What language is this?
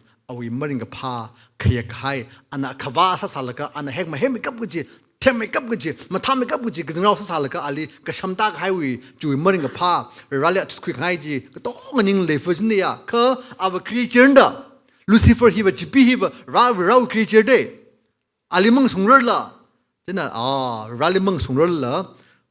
Tangkhul Naga (India)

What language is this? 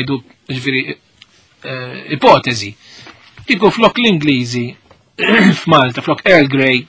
Maltese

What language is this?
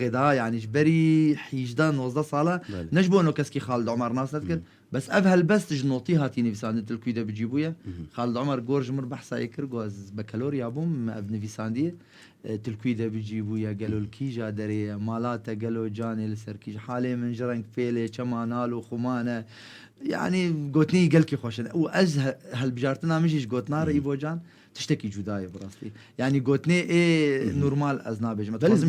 Kurdish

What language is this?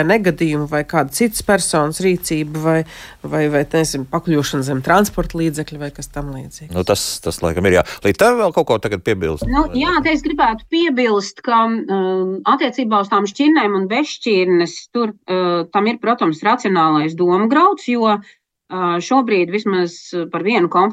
Latvian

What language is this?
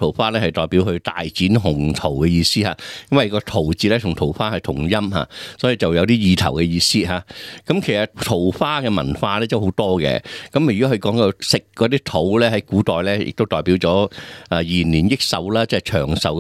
Cantonese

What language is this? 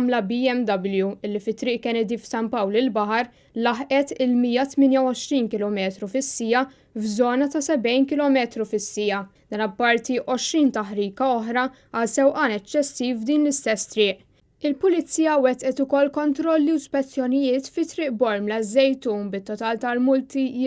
Maltese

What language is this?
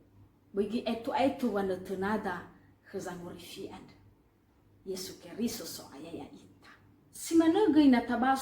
Nias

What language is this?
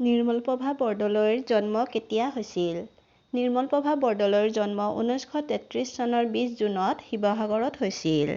Assamese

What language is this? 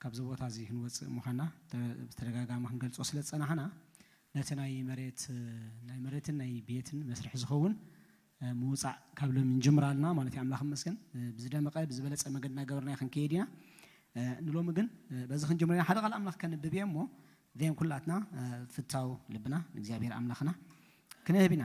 Tigrinya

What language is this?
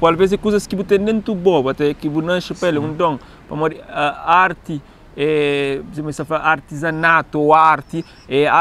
Kabuverdianu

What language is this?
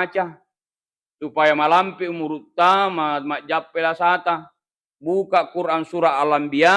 Buginese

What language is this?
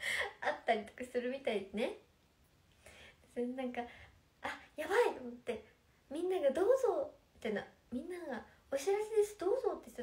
Japanese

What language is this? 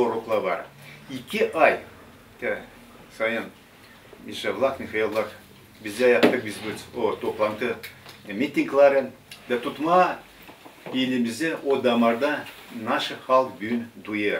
Gagauz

